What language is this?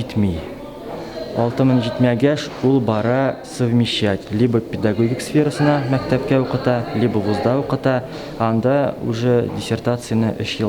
Tatar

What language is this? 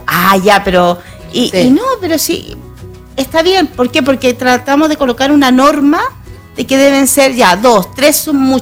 Spanish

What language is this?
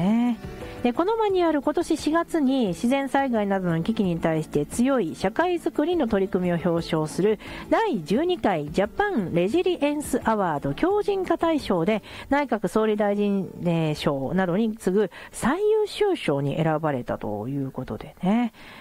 Japanese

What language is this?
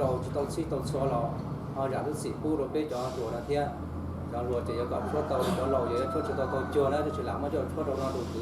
Hmong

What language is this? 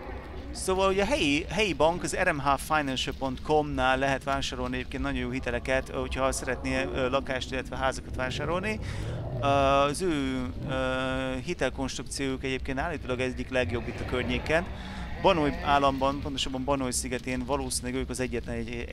Hungarian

